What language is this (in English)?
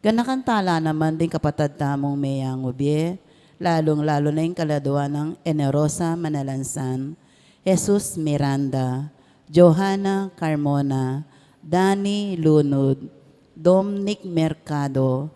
Pampanga